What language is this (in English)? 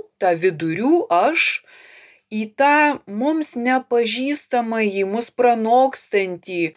Lithuanian